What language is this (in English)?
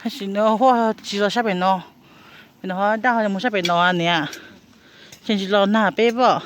Hmong